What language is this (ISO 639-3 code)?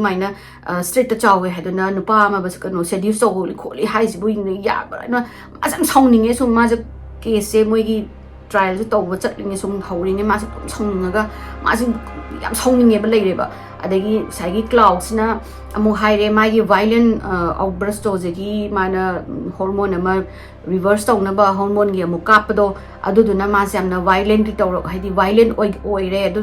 mni